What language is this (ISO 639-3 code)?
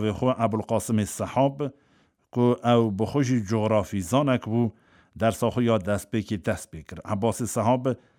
kur